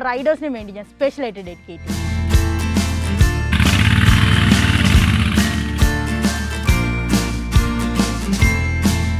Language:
Malayalam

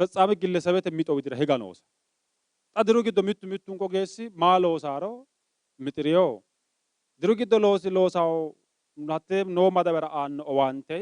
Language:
Sidamo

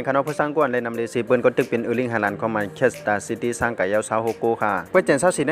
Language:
Shan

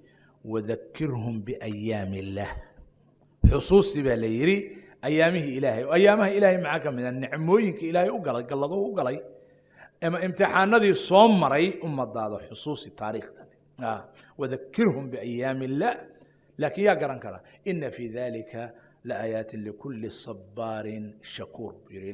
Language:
Somali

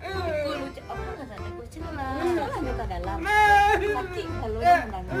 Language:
Minangkabau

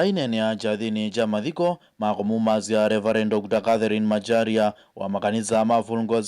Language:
Kamba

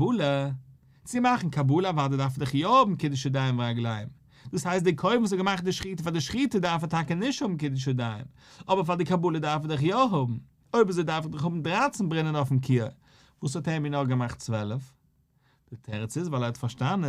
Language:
Yiddish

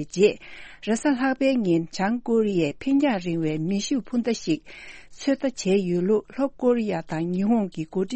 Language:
Tibetan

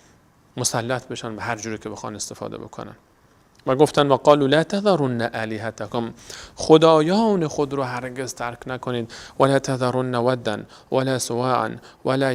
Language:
Persian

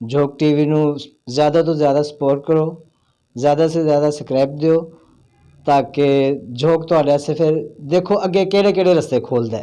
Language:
Saraiki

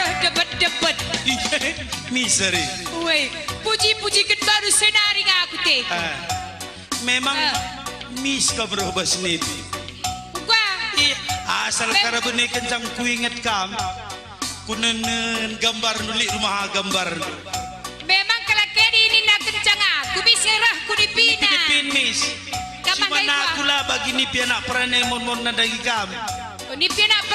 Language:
Batak Karo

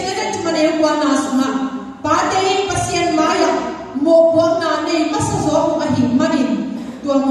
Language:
Tedim Chin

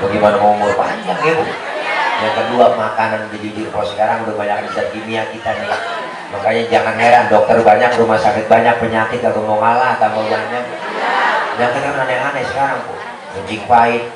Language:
Betawi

